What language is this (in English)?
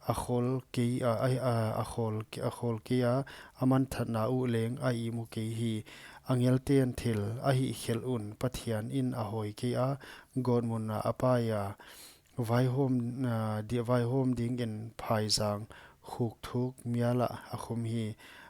Paite Chin